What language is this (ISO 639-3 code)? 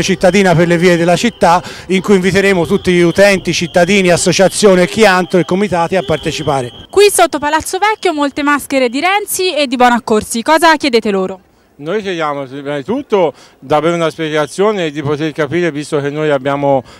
ita